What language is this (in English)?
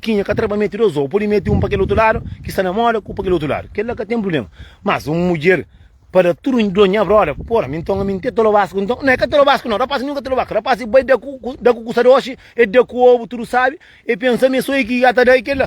Kabuverdianu